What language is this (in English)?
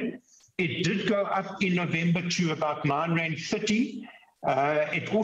Tsonga